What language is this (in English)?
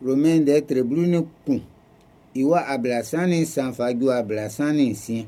Baoulé